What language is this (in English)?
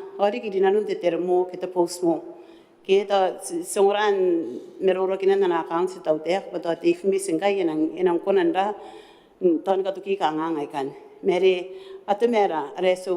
Gilbertese